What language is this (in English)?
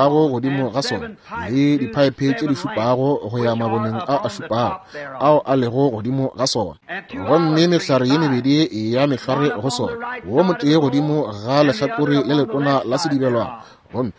Northern Sotho